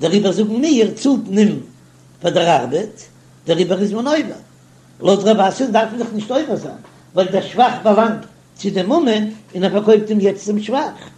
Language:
Yiddish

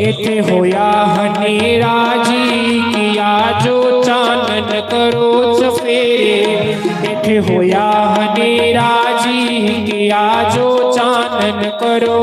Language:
Dogri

